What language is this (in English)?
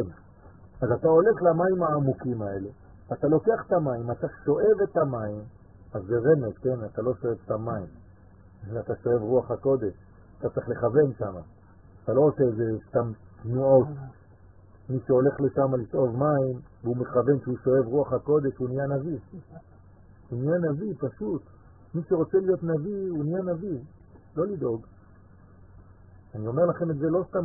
Hebrew